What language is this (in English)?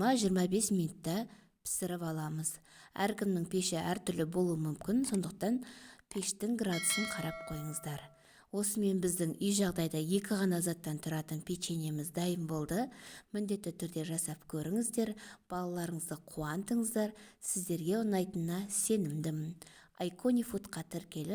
Kazakh